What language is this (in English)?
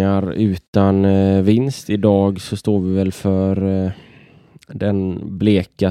Swedish